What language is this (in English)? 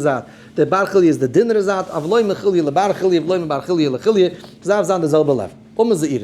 Yiddish